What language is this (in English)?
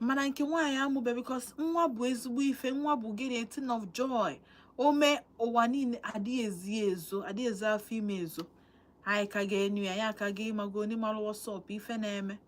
Igbo